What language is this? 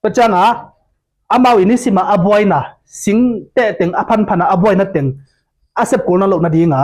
Tedim Chin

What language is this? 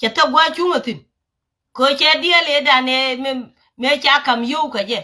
Nuer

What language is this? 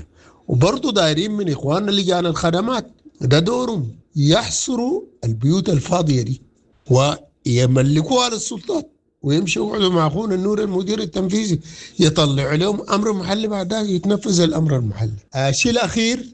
Sudanese Arabic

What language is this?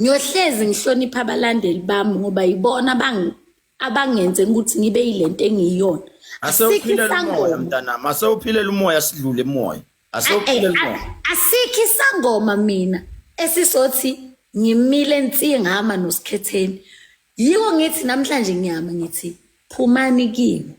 Zulu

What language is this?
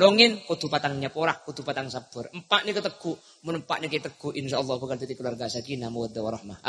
Madurese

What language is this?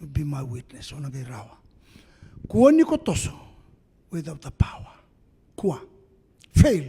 Fijian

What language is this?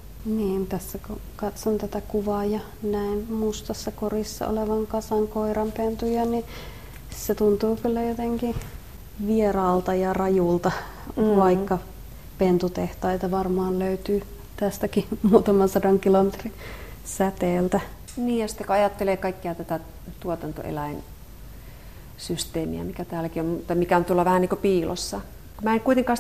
Finnish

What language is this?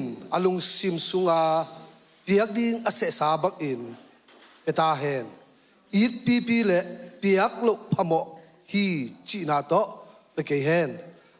Tedim Chin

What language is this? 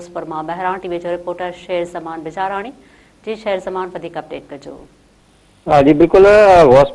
Sindhi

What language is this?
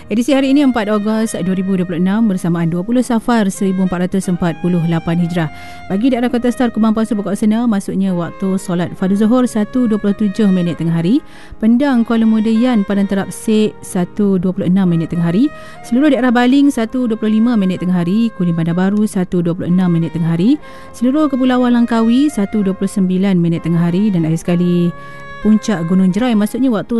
Malay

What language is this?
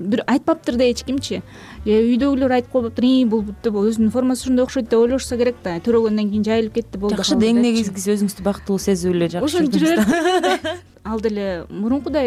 Kyrgyz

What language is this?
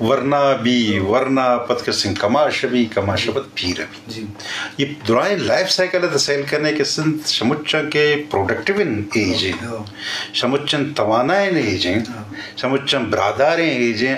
Eastern Balochi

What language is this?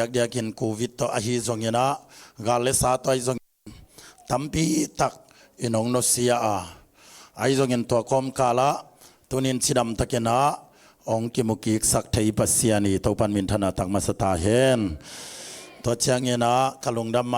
Tedim Chin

